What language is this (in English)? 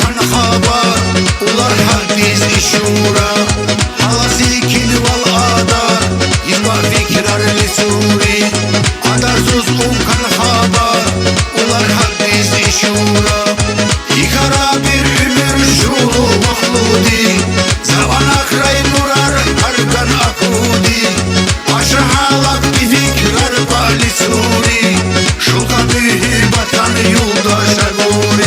Tabassaran